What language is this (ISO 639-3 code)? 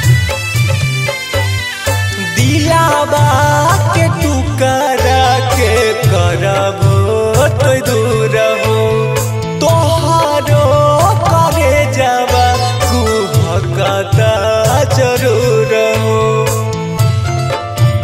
bho